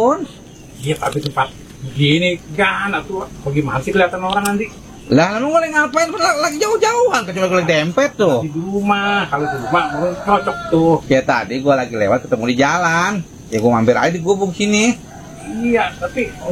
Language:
Betawi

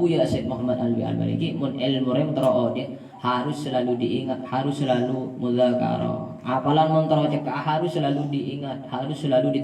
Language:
Madurese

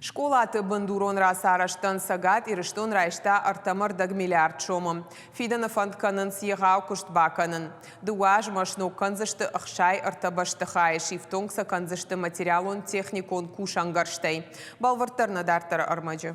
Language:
Ossetic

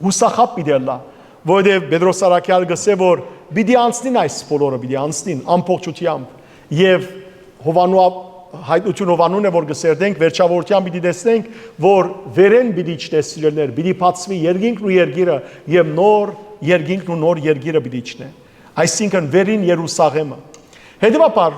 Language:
Western Armenian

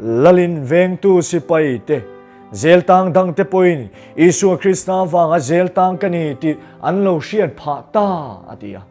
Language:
Mizo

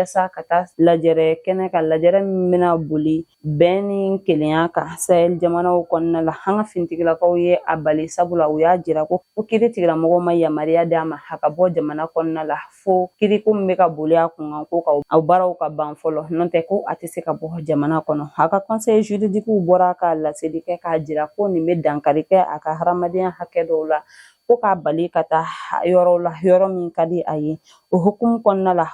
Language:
Bambara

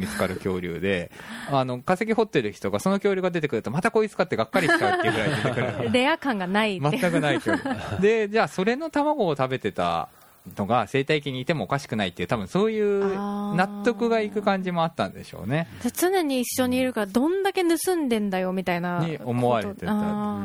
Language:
Japanese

